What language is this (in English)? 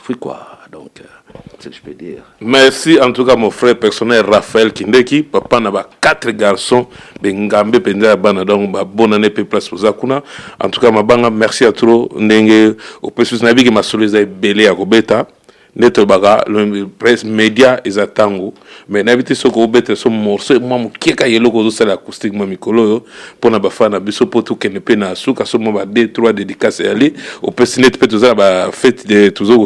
Lingala